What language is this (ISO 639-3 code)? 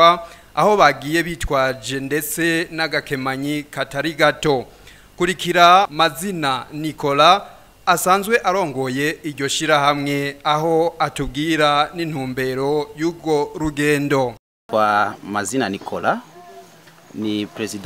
run